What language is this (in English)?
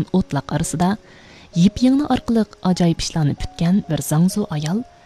Uyghur